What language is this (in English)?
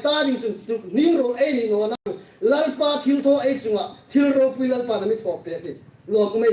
Hmar